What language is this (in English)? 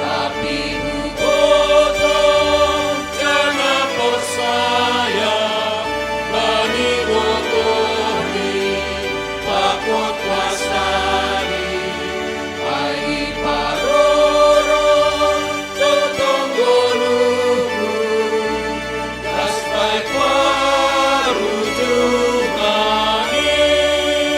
Batak Simalungun